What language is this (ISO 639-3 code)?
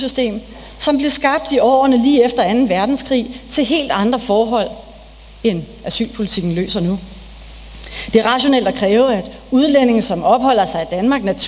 dan